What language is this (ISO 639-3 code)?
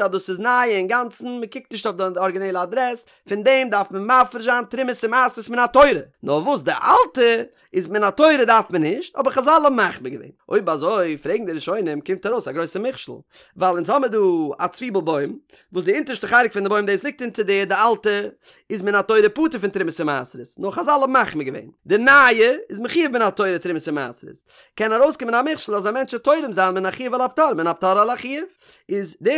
yid